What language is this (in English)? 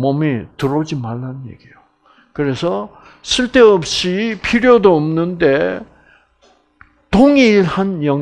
Korean